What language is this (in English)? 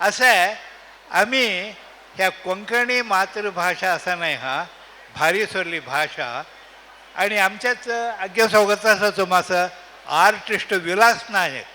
Konkani